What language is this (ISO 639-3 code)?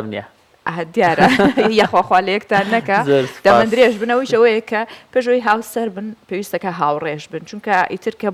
ckb